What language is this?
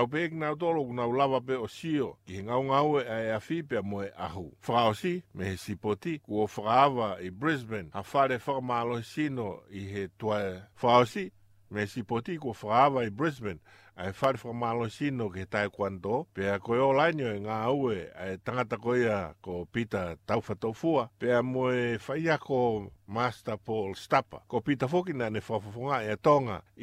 Tongan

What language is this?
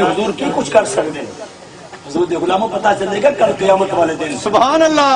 Saraiki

